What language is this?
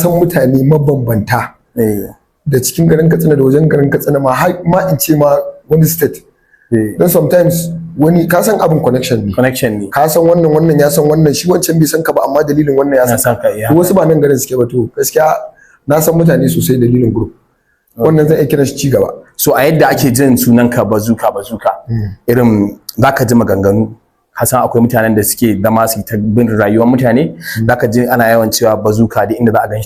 Hausa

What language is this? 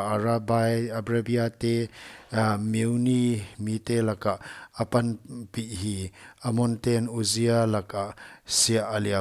Paite Chin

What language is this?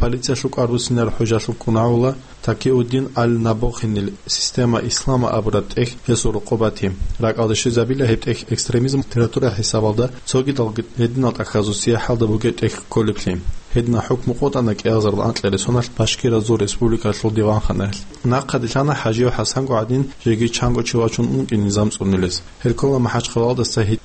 Avaric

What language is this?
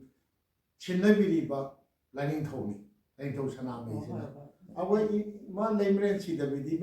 Manipuri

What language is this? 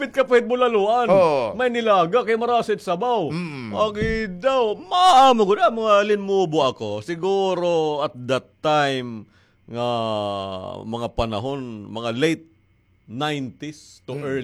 Waray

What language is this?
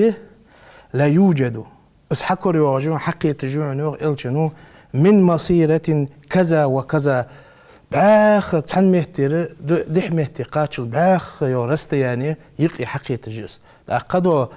Ingush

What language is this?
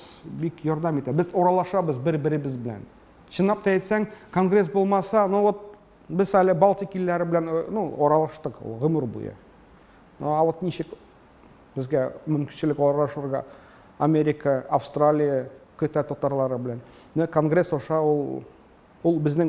Tatar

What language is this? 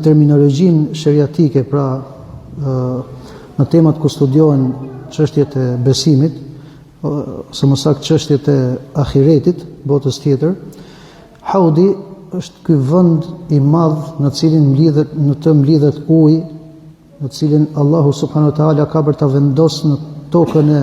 Albanian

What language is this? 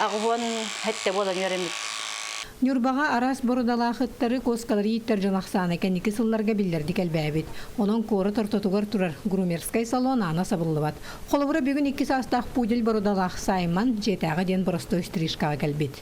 Yakut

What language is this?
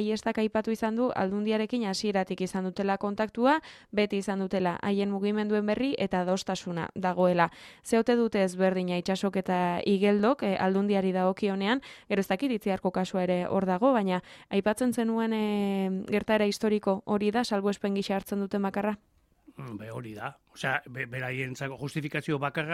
Basque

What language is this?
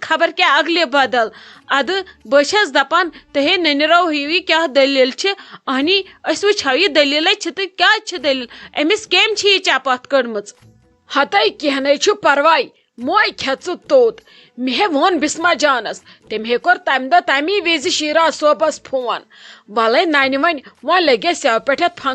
Kashmiri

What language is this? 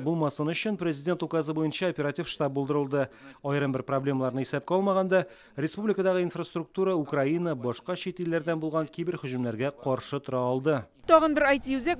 Tatar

